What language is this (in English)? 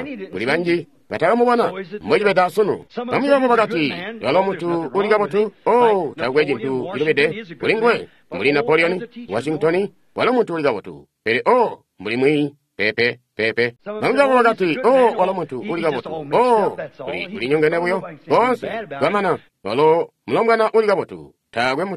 Tonga (Zambia)